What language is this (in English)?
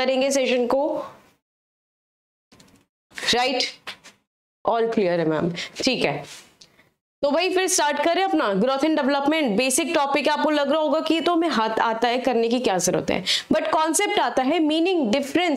Hindi